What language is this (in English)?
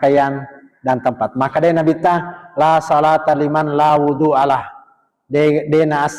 Buginese